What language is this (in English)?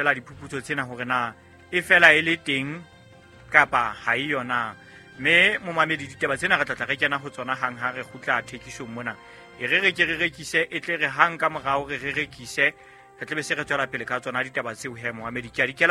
Southern Sotho